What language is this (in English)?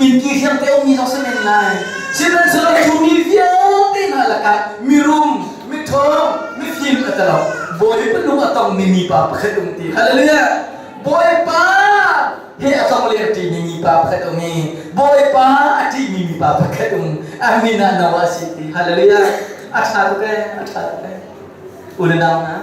Hakha Chin